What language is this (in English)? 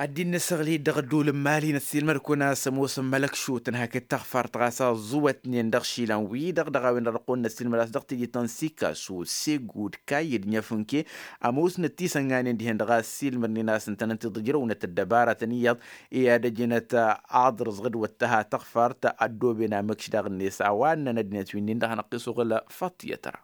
Tamasheq